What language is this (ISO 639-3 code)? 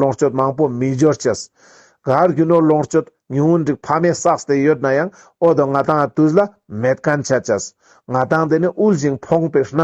lbj